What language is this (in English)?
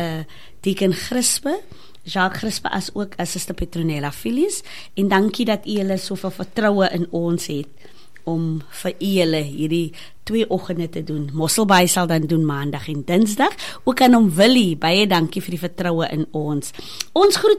Afrikaans